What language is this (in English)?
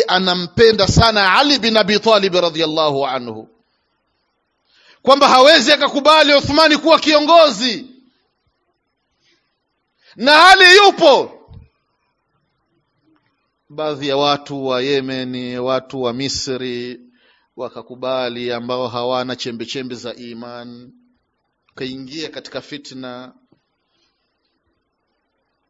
Swahili